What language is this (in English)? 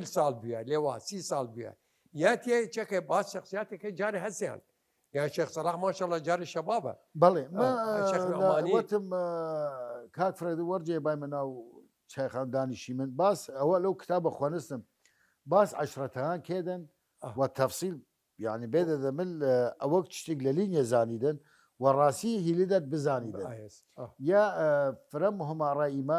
Southern Kurdish